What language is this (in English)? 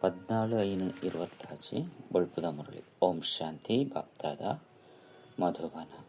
Tulu